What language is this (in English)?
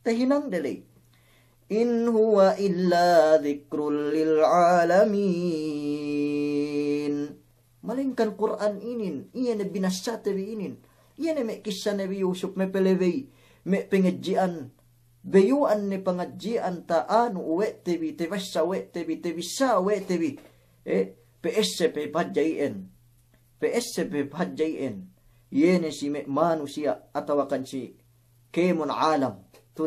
Yakan